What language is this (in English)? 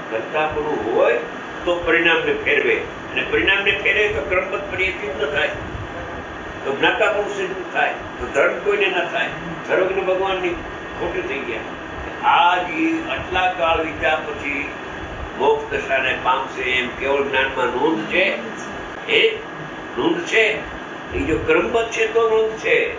Gujarati